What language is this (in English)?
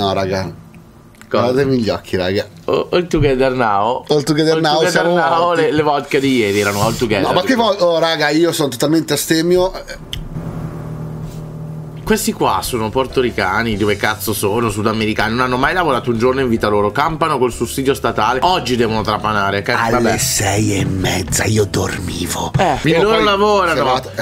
Italian